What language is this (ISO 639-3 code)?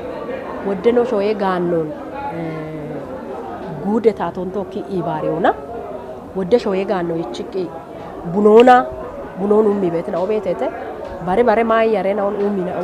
kbr